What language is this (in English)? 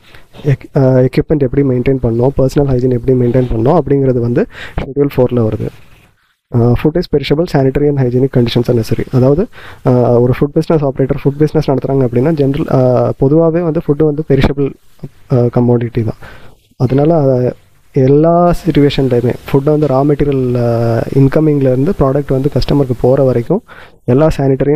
Tamil